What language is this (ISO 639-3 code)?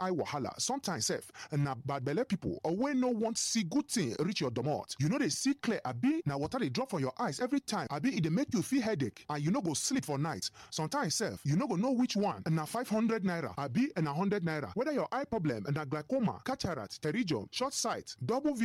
pcm